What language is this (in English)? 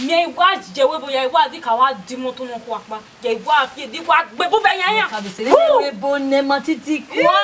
Bini